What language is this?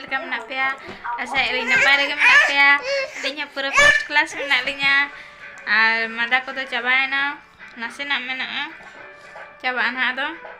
Santali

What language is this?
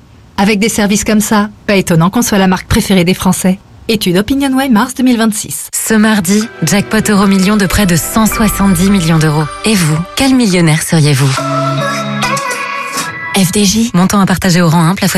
French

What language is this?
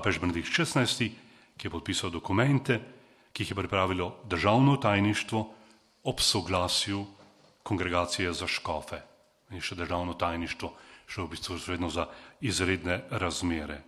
Slovenian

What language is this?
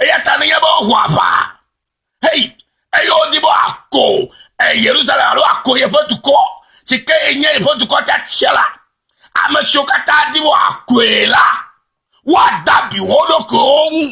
Ewe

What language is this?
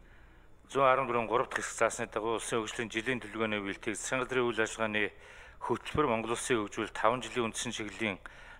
Mongolian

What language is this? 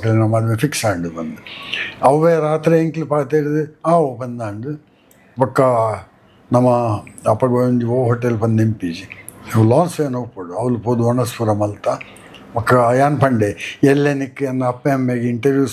Tulu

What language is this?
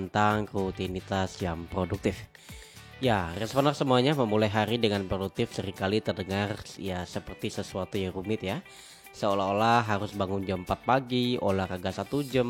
Indonesian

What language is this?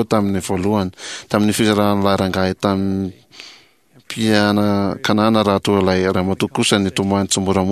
Malagasy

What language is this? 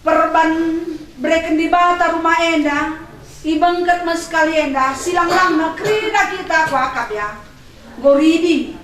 Batak Karo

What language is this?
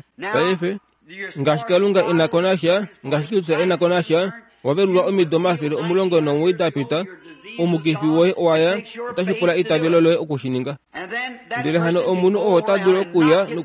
Kuanyama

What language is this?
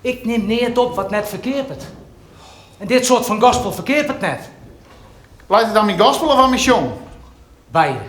Western Frisian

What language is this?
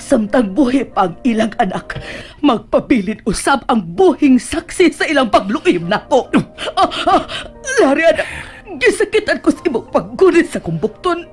Cebuano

